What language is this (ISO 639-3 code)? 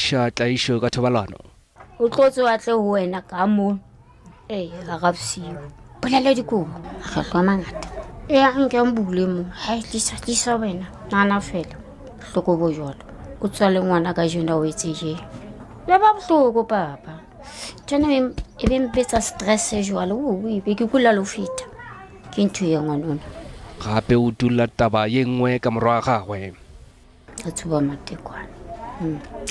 nso